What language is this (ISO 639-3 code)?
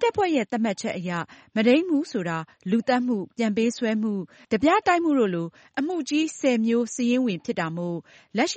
mya